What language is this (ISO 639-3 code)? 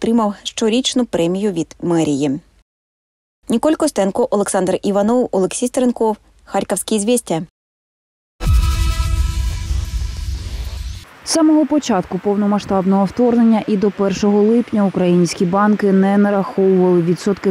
ukr